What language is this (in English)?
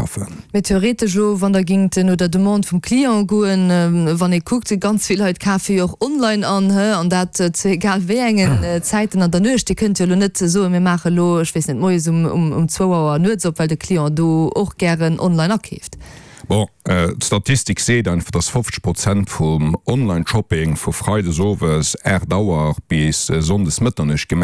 Luxembourgish